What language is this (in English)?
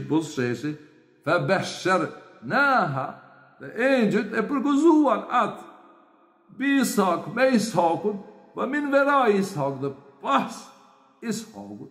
Albanian